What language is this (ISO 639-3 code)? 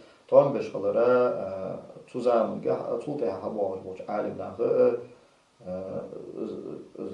inh